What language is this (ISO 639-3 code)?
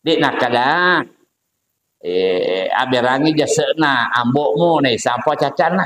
bug